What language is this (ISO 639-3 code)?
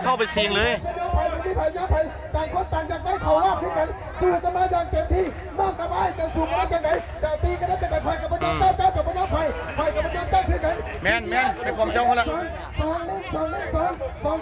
lao